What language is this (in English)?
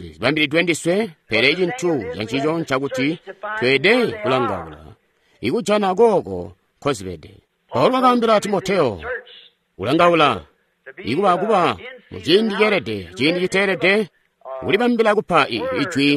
Tonga (Zambia)